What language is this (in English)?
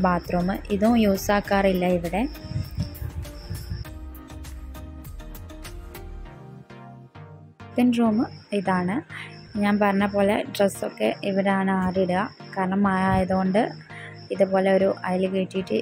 Malayalam